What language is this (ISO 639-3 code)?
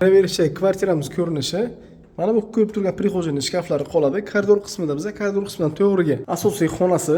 uzb